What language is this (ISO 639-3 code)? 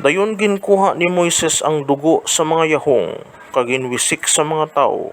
hil